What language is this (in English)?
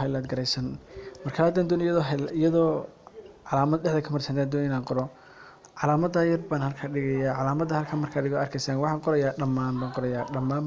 Somali